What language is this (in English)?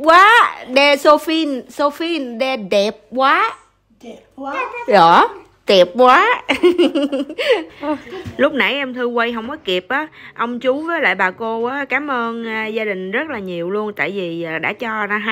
Vietnamese